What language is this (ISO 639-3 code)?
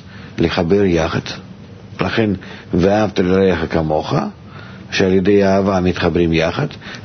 heb